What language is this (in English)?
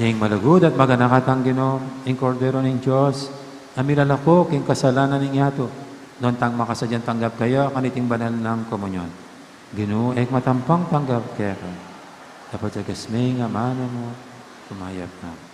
Pampanga